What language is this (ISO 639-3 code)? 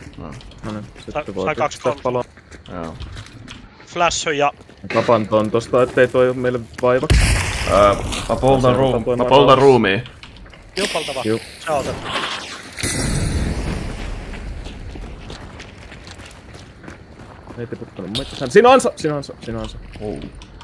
fin